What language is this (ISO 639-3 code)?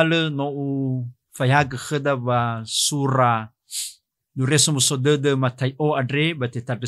nia